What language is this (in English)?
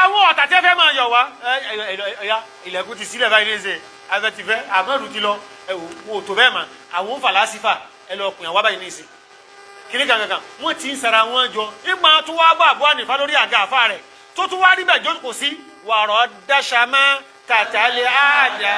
Yoruba